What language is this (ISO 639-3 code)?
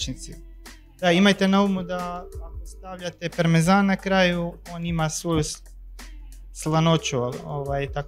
hrv